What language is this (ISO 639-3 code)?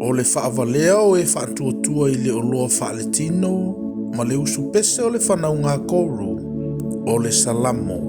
smo